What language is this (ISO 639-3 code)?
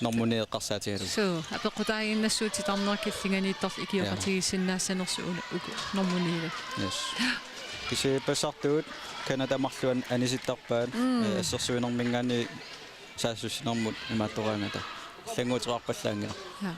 kal